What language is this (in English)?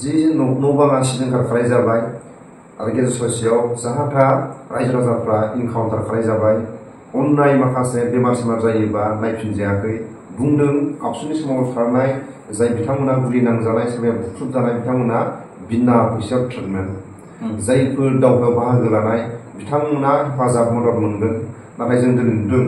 Bodo